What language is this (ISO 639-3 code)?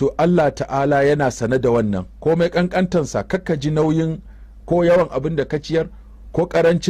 hau